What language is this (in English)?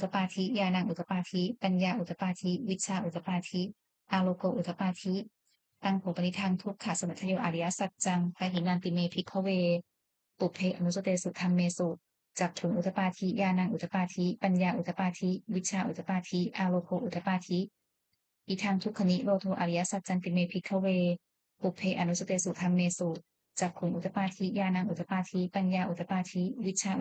Pali